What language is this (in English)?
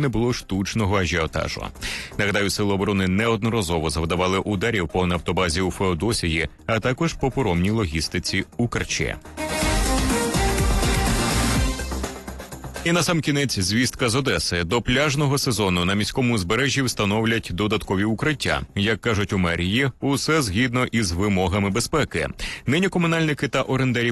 Ukrainian